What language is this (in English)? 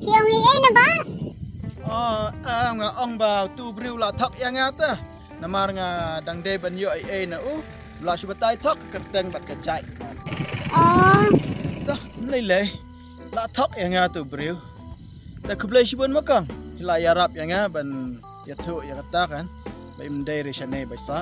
Khasi